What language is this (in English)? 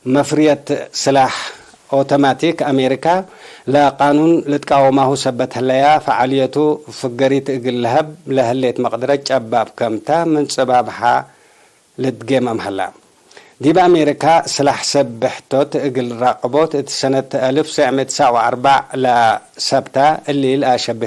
Tigre